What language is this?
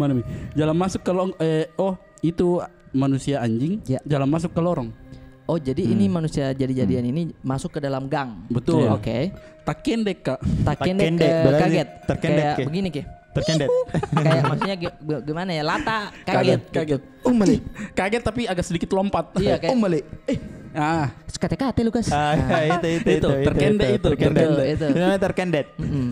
Makassar Malay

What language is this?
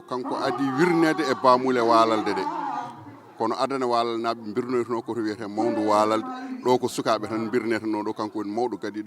Fula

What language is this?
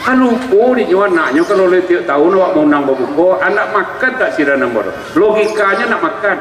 Minangkabau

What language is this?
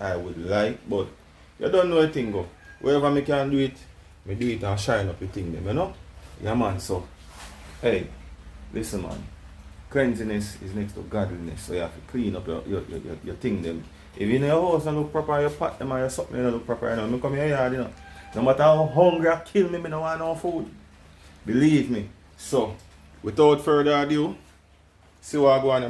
Jamaican Creole English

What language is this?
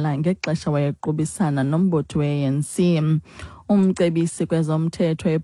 Xhosa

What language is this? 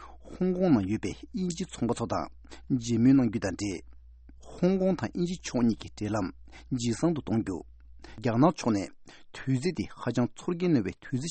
Tibetan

